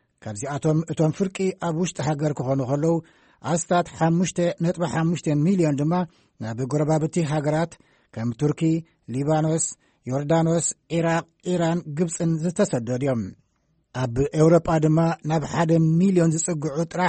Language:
Tigrinya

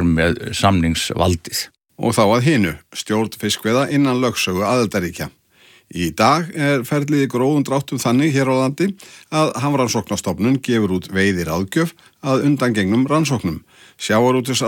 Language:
Icelandic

